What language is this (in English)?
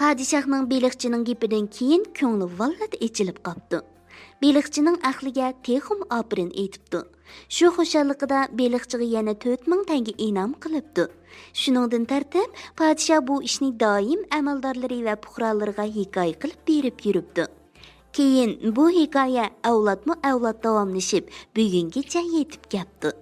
Uyghur